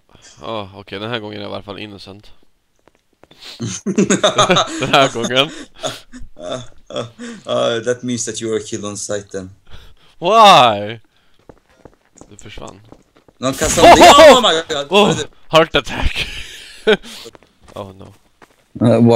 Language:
Swedish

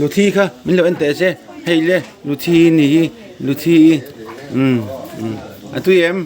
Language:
Mizo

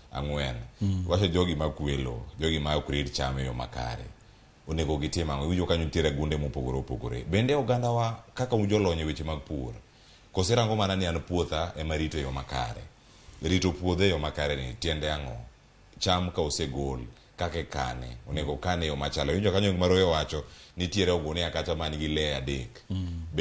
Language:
Luo (Kenya and Tanzania)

